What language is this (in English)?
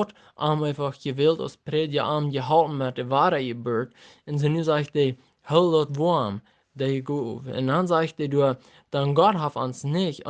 Plautdietsch